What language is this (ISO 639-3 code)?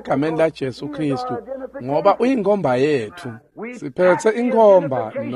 ssw